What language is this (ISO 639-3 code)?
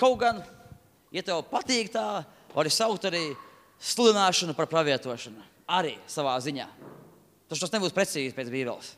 lav